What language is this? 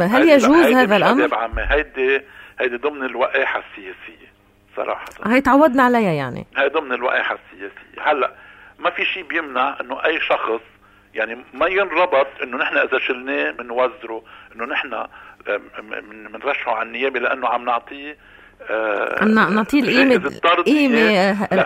North Levantine Arabic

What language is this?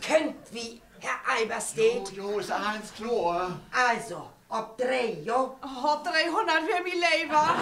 Low German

